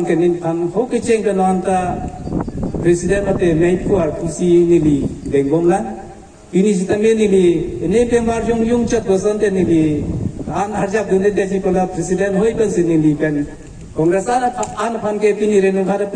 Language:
Karbi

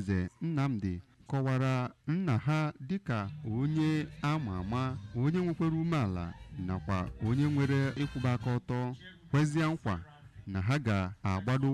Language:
Igbo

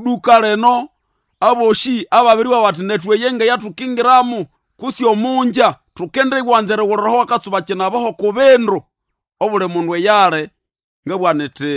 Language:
Nande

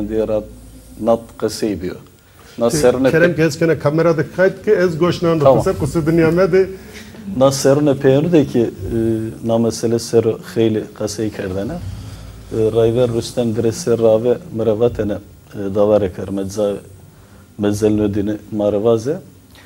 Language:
Zaza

